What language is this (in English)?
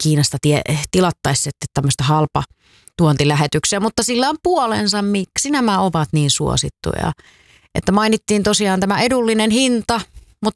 Finnish